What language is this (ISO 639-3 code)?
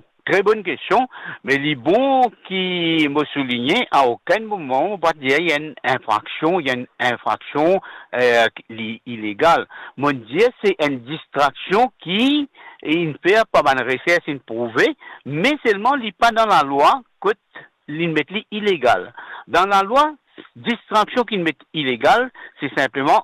mfe